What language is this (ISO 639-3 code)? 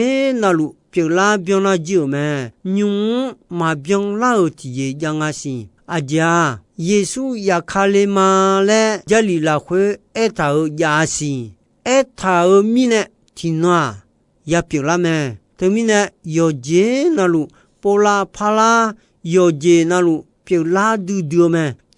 ahk